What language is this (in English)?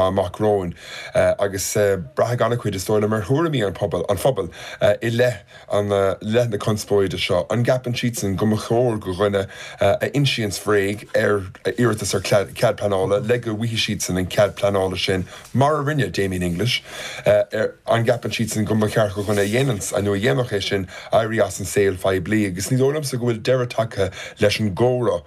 Irish